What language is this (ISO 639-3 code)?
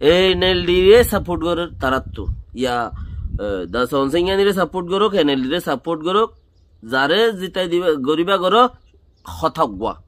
rhg